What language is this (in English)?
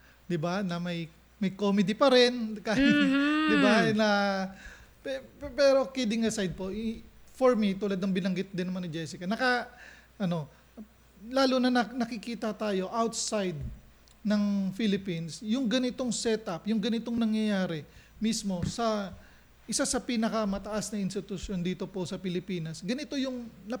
Filipino